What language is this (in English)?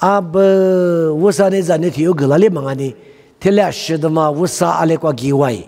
Lisu